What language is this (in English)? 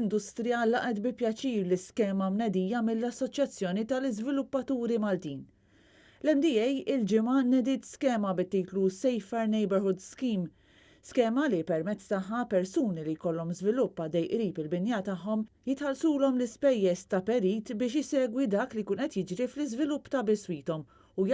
Maltese